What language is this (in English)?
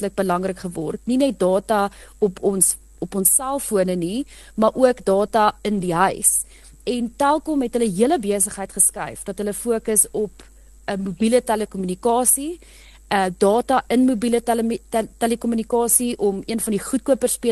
Afrikaans